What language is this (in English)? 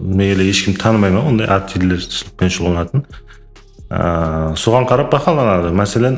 Kara-Kalpak